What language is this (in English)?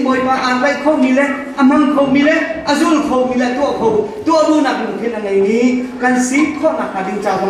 Hakha Chin